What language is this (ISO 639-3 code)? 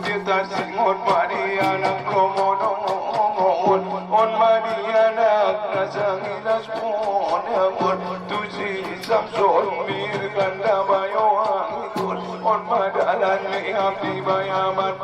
akb